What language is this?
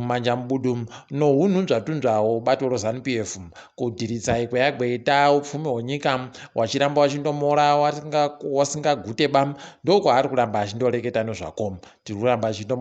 Ndau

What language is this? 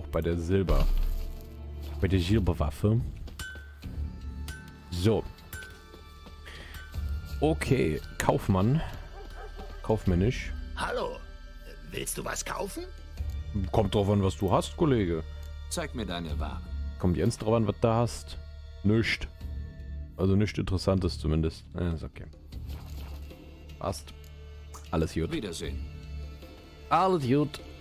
German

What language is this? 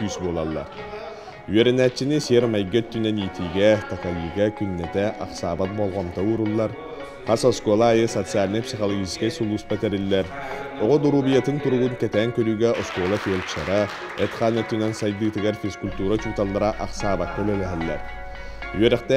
Yakut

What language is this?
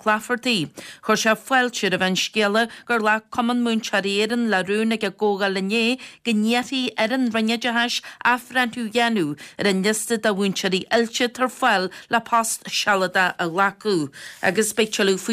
Irish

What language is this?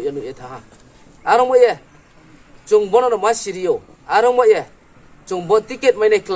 Riang (India)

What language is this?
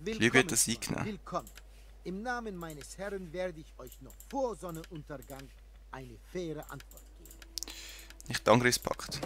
Swiss German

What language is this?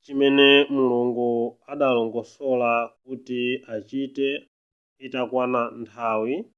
Nyanja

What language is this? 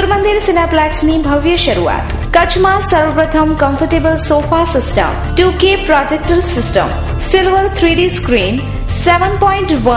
Gujarati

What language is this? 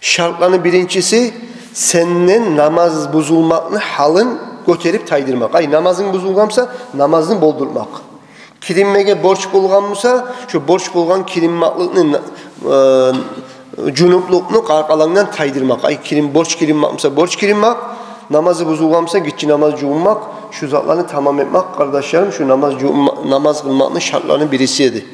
Kumyk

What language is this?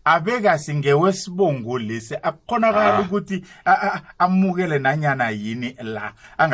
South Ndebele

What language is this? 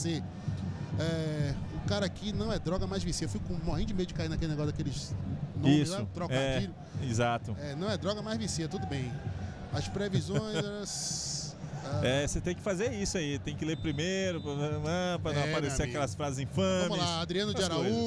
Portuguese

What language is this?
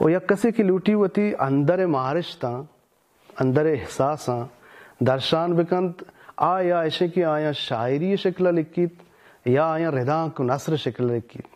Baluchi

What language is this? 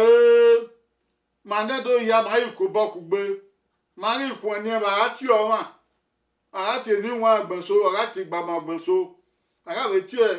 Bini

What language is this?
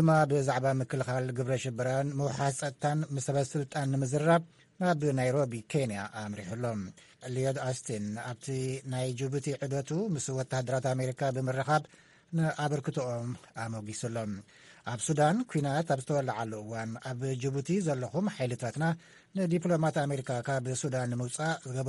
Tigrinya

